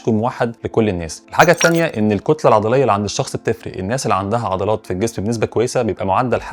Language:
Egyptian Arabic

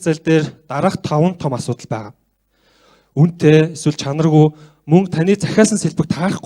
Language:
Mongolian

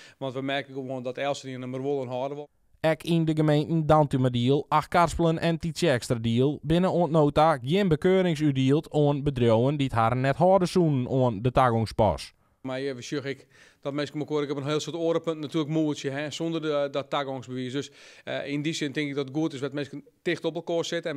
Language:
Western Frisian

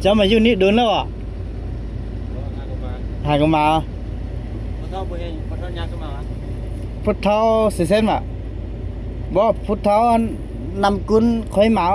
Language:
Lao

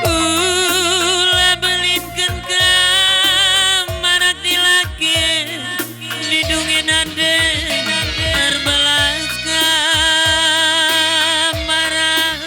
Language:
Batak Karo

